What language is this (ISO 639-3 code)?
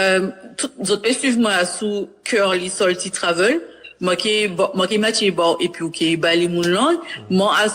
gcf